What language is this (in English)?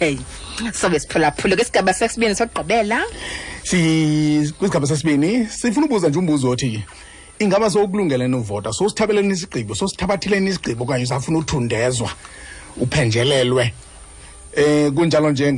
Xhosa